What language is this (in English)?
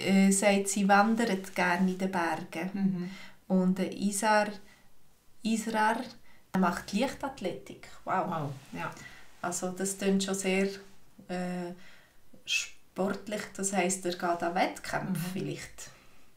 Swiss German